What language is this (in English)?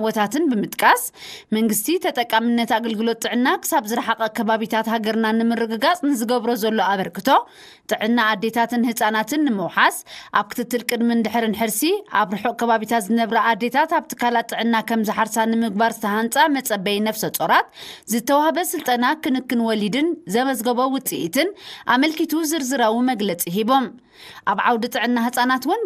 Tigrinya